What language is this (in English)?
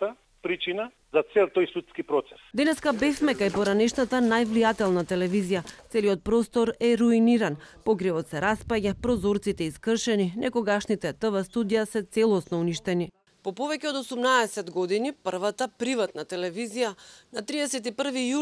Macedonian